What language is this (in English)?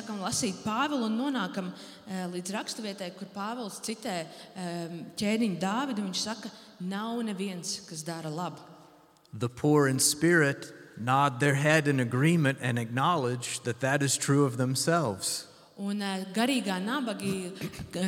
Latvian